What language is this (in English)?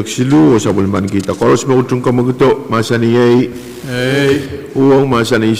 Pohnpeian